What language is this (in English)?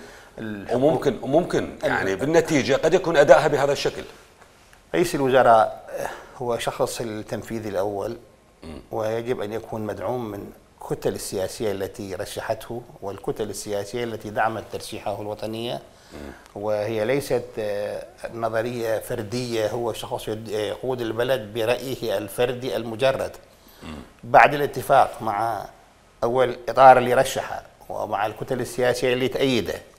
Mesopotamian Arabic